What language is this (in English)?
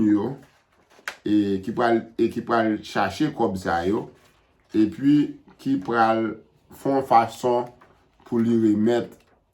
Haitian Creole